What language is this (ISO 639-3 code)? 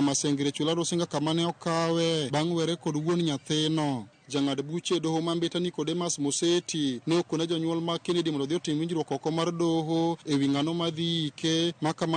luo